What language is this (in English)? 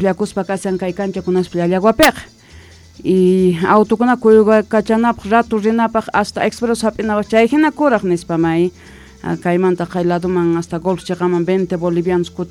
Quechua